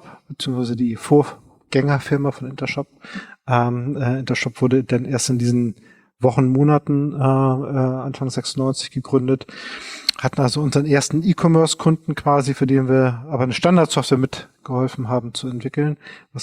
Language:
German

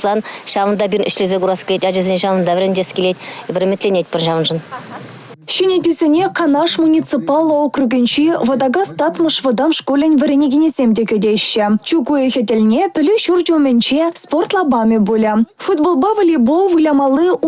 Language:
Chuvash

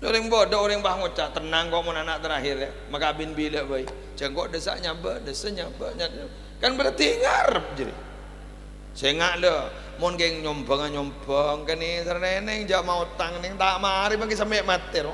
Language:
Madurese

